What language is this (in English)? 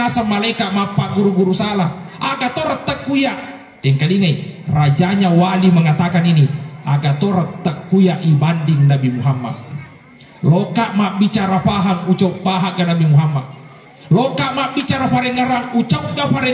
Buginese